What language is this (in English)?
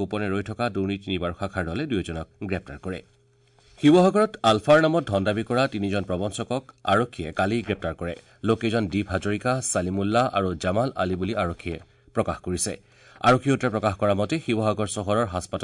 Assamese